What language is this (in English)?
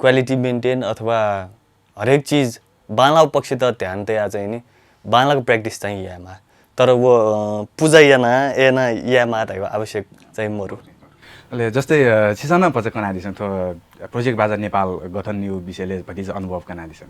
Newari